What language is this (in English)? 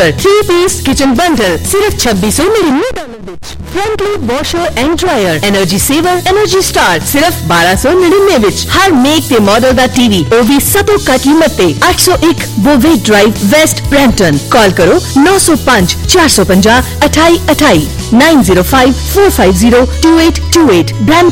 Punjabi